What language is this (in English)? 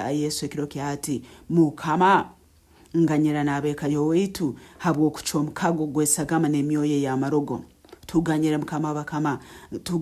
Nyankole